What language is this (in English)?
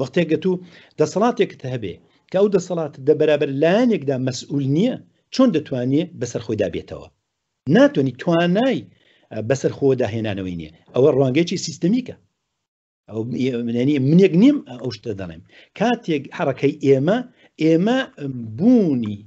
Central Kurdish